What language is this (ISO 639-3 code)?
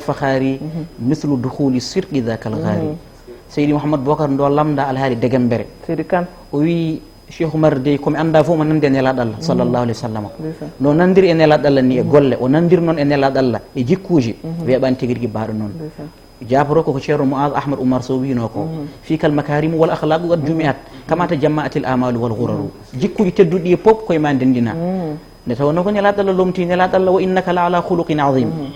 ful